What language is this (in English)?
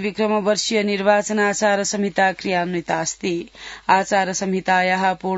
Sanskrit